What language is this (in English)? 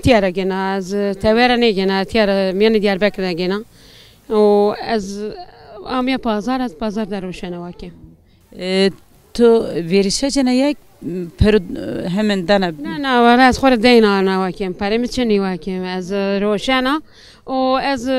Zaza